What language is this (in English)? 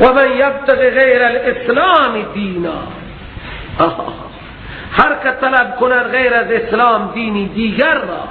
Persian